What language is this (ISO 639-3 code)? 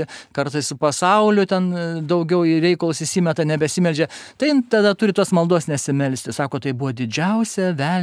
lit